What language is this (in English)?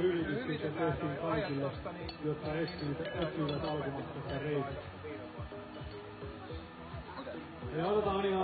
Finnish